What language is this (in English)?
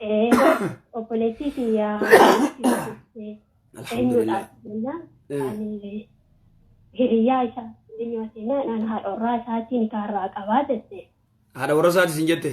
Oromo